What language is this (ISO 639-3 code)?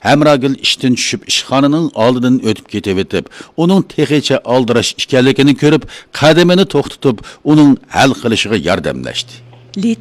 uig